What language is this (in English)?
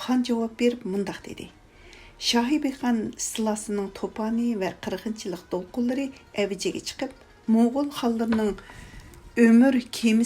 Uyghur